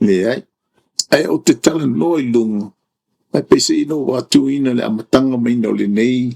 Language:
Samoan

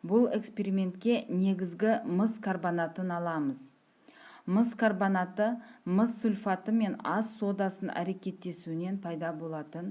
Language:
Kazakh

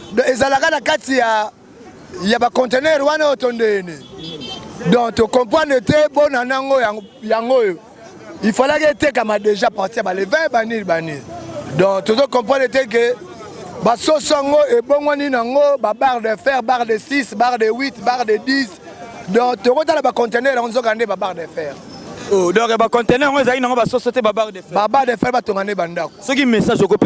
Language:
Lingala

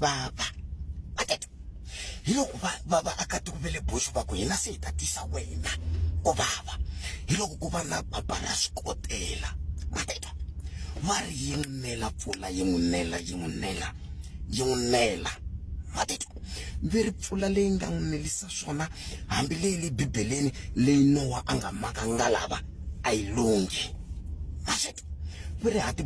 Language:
Tsonga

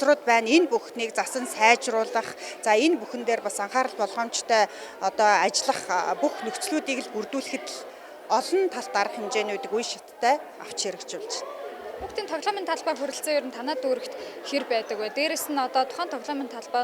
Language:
Mongolian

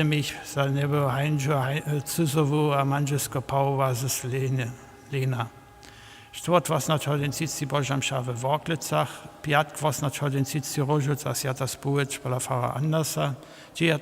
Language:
Upper Sorbian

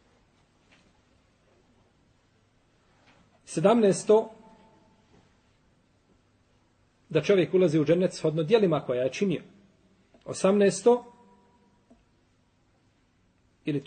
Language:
Bosnian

